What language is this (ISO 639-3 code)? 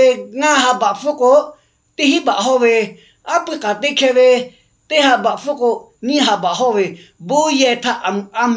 lhu